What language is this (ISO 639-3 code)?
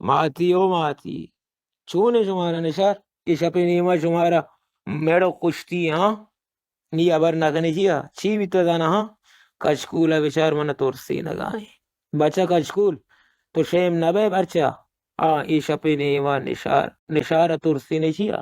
bal